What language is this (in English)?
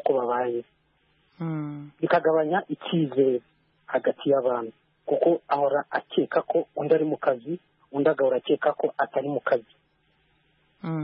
Kinyarwanda